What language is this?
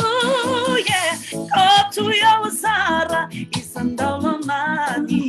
Fijian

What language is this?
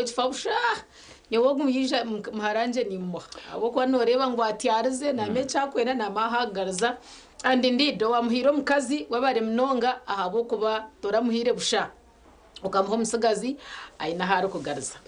Nyankole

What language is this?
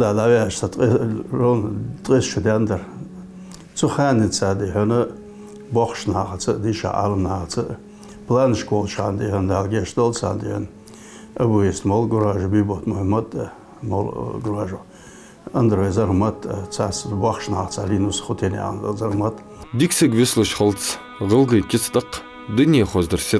Ingush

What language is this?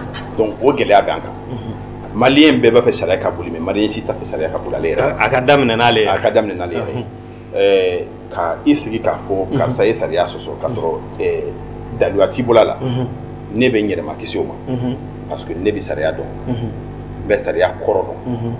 Bambara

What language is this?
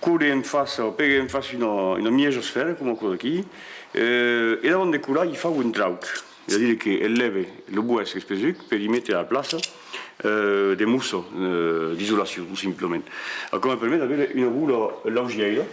Occitan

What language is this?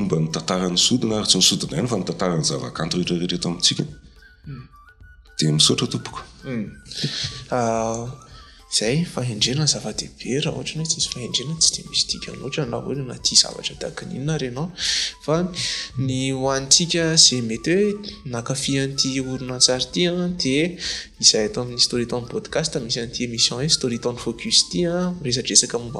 Malagasy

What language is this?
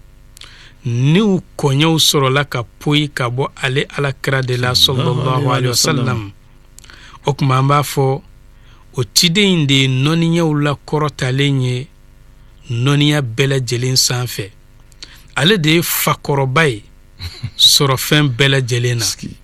Bambara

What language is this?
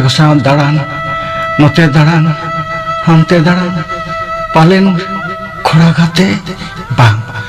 Santali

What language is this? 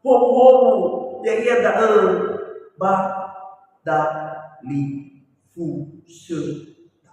Nias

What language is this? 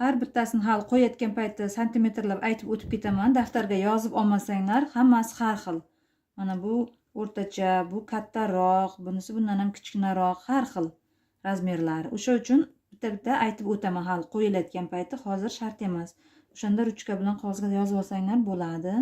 Uzbek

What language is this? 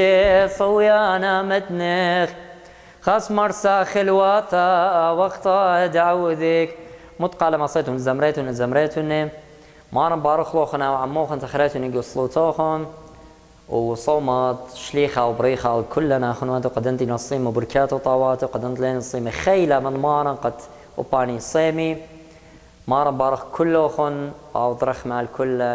Assyrian Neo-Aramaic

